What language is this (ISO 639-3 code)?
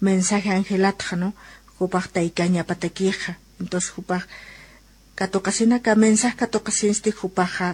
aym